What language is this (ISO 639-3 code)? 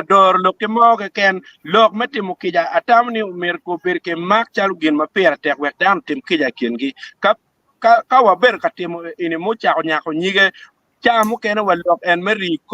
ach